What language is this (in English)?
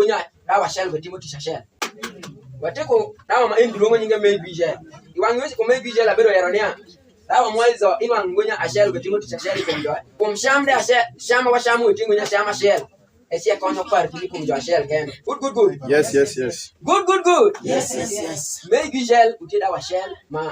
Alur